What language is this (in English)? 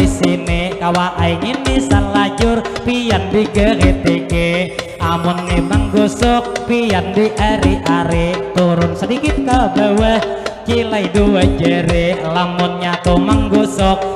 Banjar